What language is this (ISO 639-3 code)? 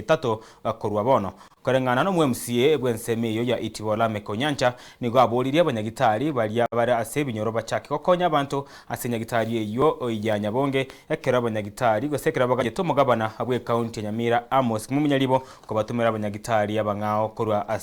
guz